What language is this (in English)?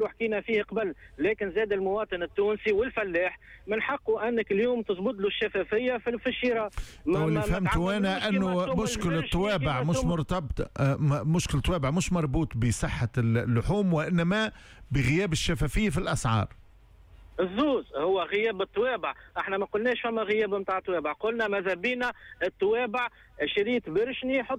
Tunisian Arabic